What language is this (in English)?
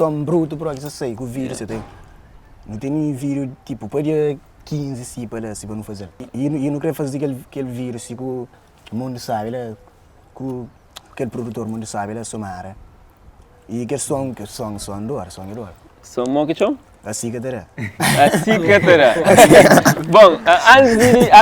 Kabuverdianu